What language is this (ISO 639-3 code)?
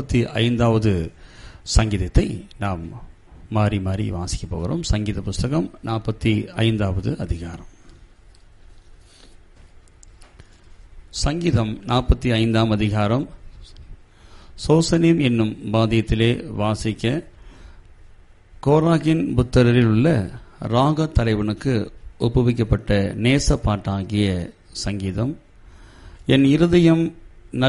tam